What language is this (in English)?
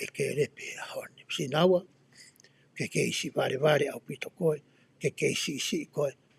Tongan